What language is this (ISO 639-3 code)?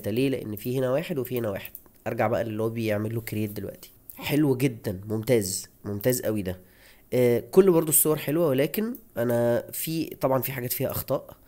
arz